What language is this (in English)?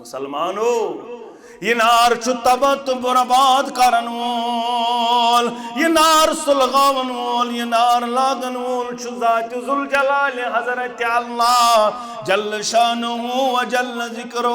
Kashmiri